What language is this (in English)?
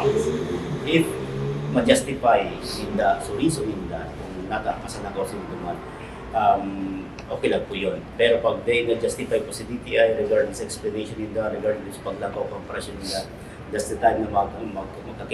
Bikol